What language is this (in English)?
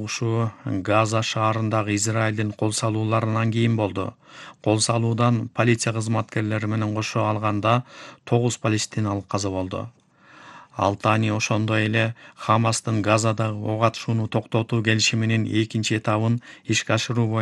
Kyrgyz